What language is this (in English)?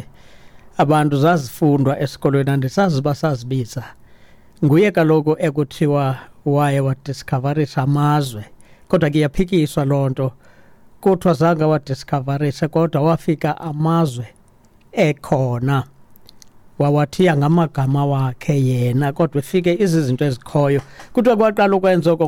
Xhosa